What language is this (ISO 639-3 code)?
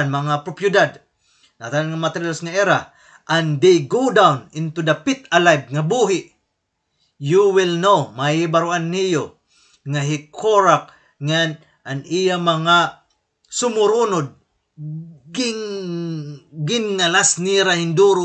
war